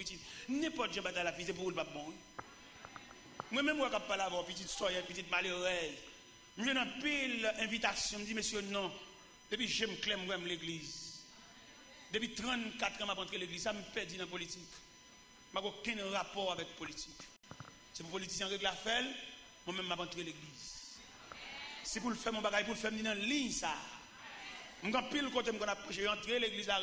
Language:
French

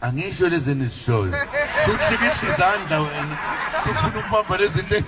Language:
Zulu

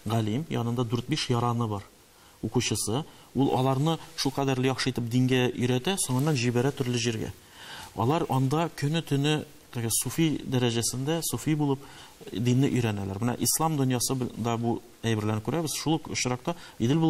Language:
Tatar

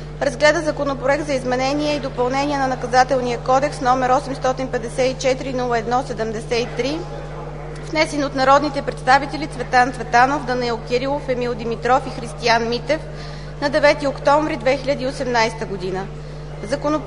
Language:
Bulgarian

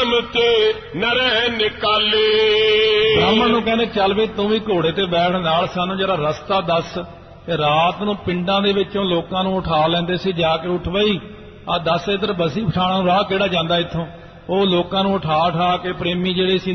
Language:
Punjabi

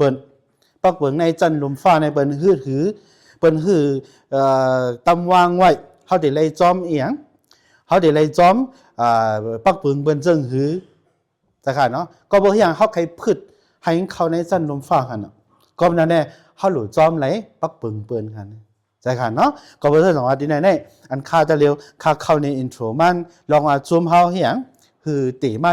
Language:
Shan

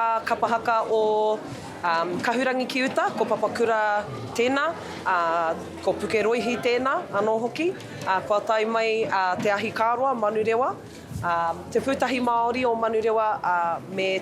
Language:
Māori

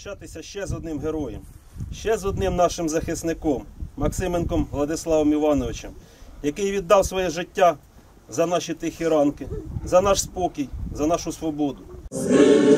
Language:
Ukrainian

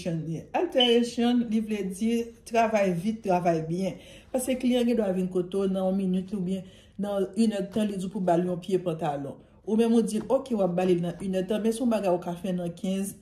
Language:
Haitian Creole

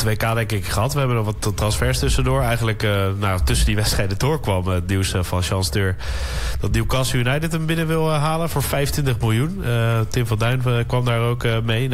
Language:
Dutch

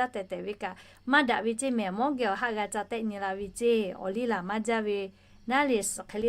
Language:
Lahu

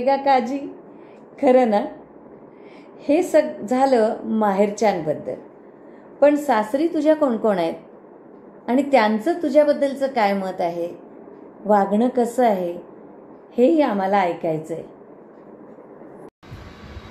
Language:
Marathi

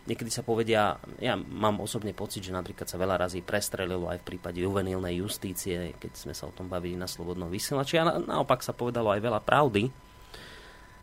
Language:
Slovak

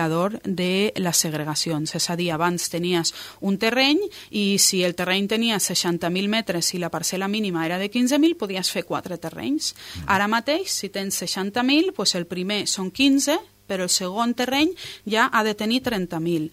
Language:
Catalan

